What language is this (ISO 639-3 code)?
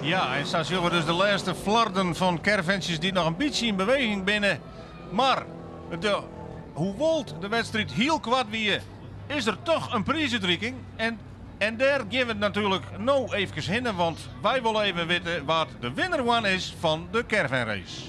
fry